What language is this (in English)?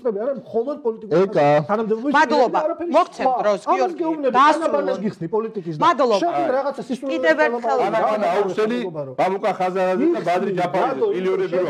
Georgian